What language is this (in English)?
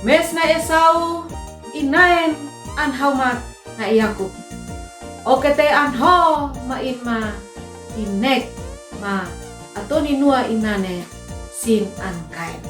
Uab Meto